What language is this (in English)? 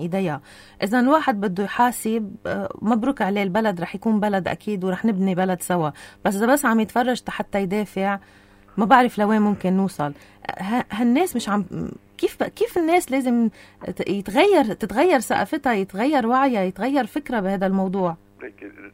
North Levantine Arabic